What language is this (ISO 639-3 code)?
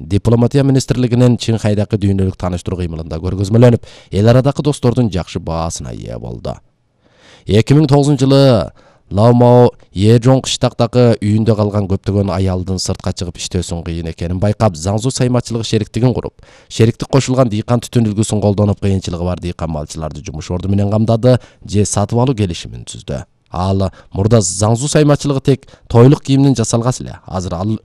kir